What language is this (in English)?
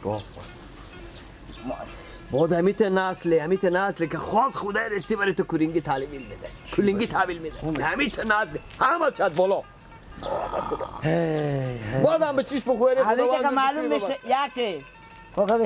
Persian